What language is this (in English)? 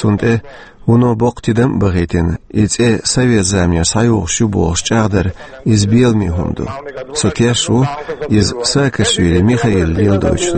Chechen